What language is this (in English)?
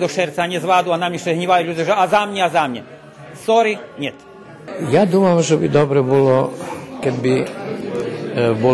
Rusyn